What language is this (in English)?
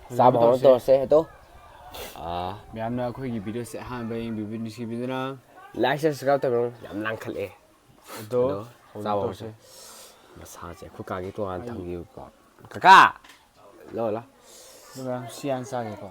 Manipuri